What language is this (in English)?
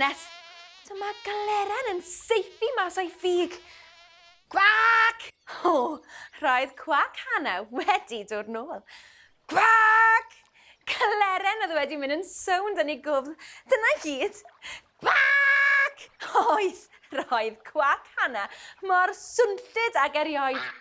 Welsh